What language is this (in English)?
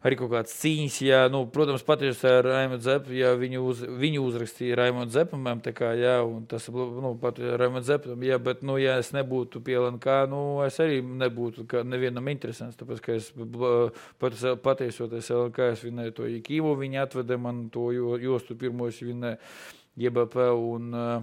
Latvian